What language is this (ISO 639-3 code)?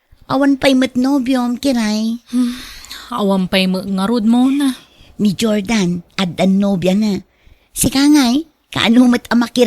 ilo